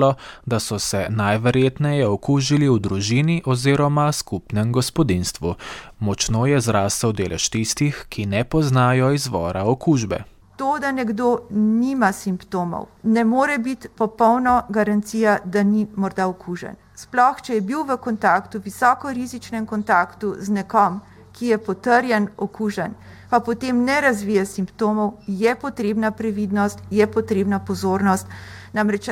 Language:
Slovenian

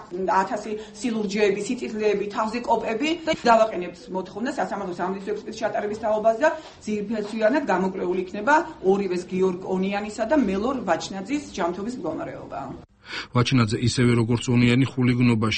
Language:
Georgian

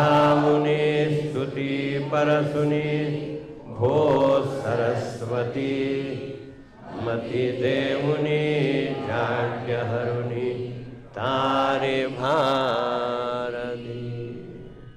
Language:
Marathi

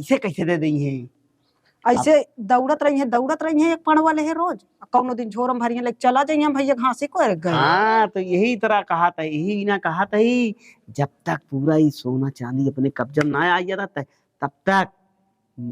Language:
Awadhi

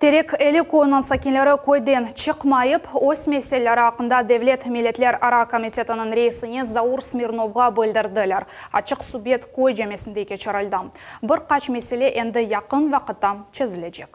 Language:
Crimean Tatar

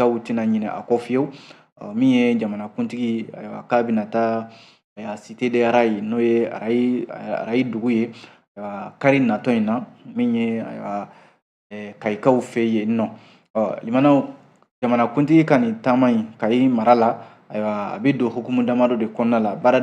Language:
Bambara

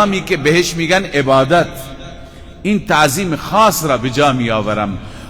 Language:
Persian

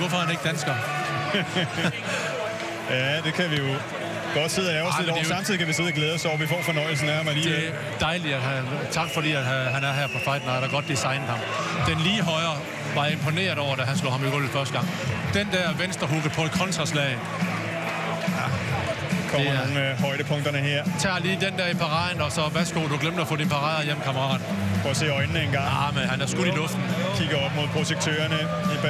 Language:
Danish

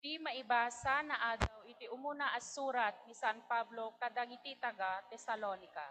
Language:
Iloko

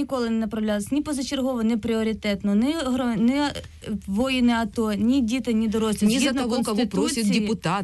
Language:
Ukrainian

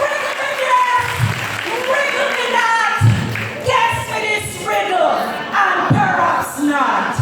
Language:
Jamaican Creole English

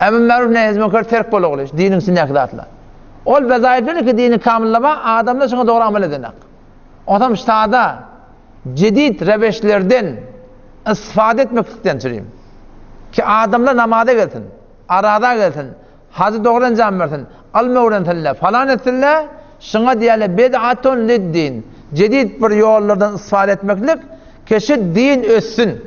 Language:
Turkmen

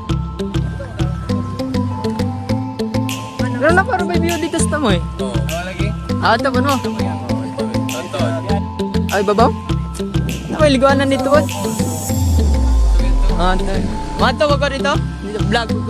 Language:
Filipino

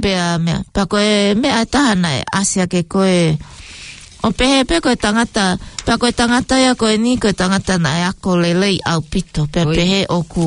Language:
Tongan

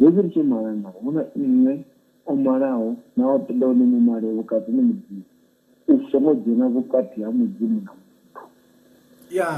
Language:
Venda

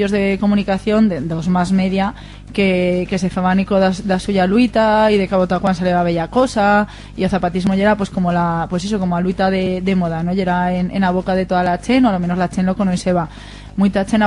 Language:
Aragonese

